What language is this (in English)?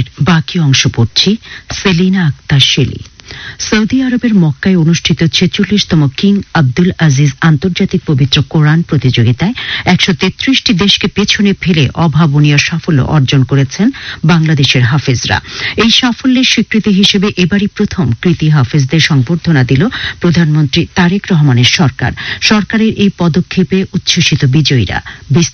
Bangla